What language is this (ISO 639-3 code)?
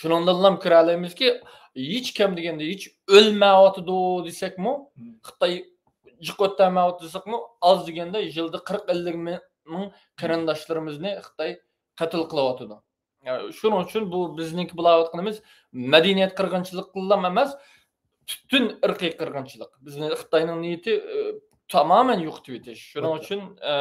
uig